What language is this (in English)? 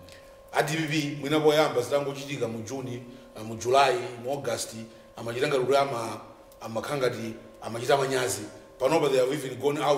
Nyanja